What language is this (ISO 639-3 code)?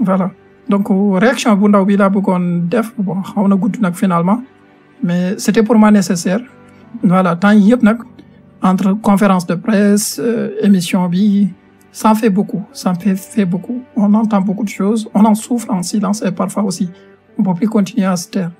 wol